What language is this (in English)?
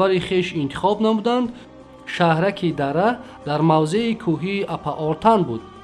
Tajik